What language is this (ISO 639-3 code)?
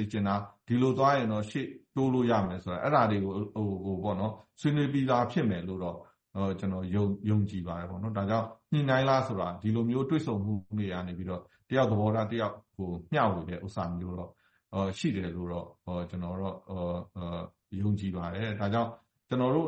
mya